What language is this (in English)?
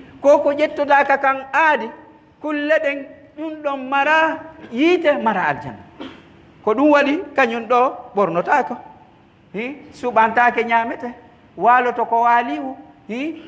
Pular